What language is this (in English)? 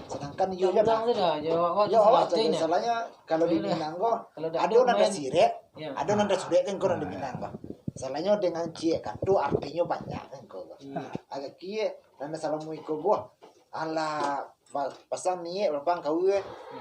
Minangkabau